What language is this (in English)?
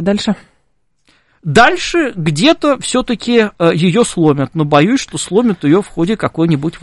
Russian